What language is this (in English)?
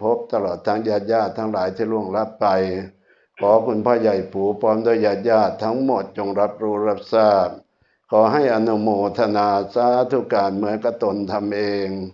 Northeastern Thai